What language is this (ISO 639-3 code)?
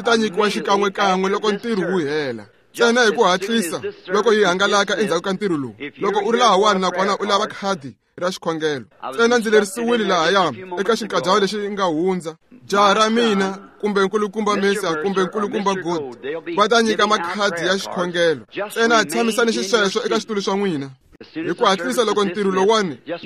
tso